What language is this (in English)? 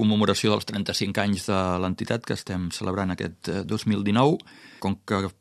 Catalan